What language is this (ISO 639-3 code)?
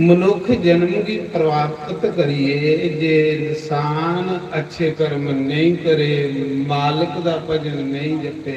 doi